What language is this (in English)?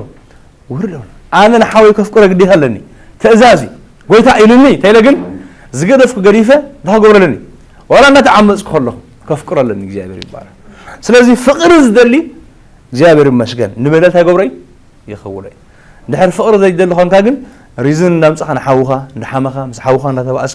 Tigrinya